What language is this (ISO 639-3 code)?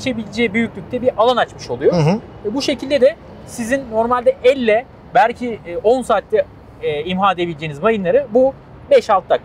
tur